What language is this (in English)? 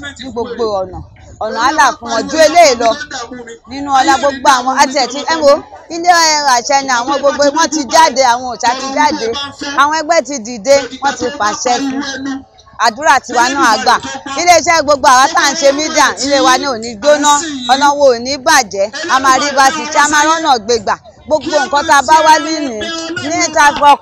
Yoruba